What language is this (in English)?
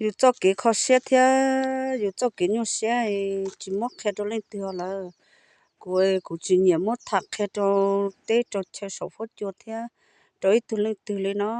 Hmong